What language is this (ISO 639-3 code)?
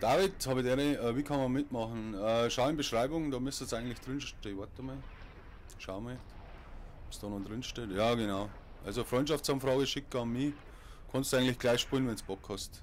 bar